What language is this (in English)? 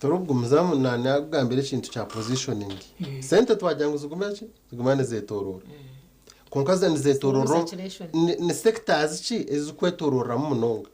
Nyankole